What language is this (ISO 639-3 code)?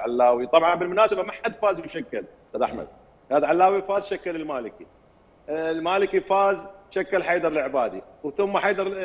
acm